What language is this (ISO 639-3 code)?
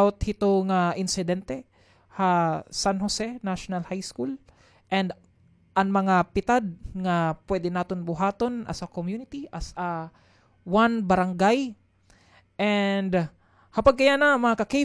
war